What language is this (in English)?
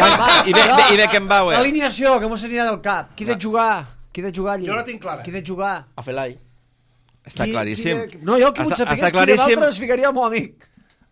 Catalan